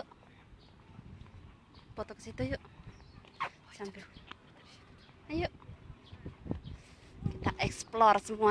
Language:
Indonesian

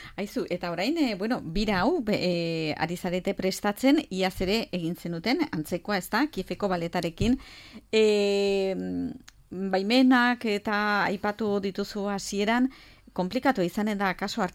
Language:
Basque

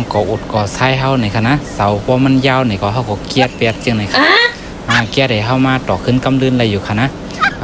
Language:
Shan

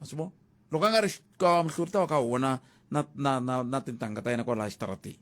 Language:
Tsonga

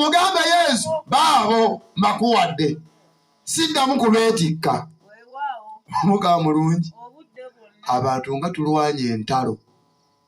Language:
Ganda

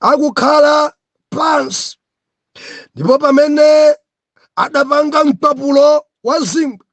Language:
Nyanja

